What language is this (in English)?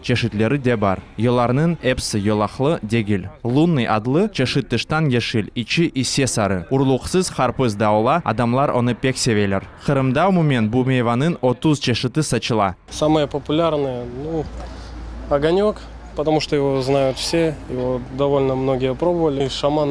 Crimean Tatar